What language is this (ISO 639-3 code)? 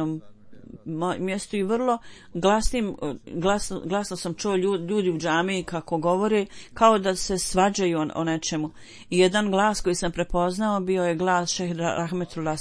bos